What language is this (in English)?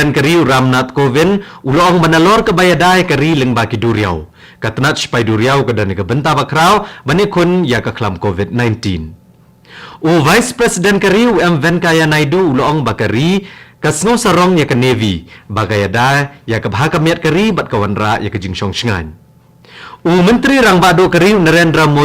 Khasi